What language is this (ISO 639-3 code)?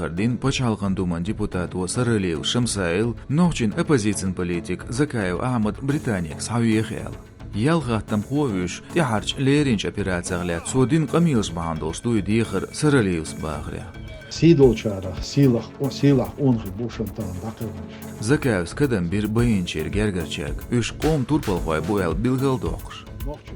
che